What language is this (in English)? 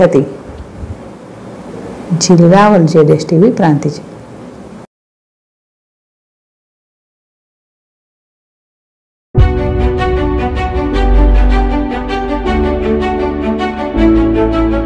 Gujarati